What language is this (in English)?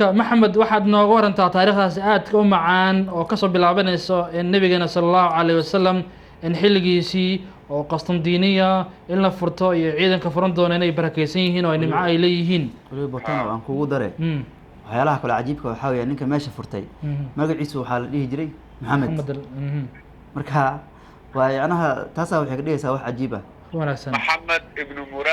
Somali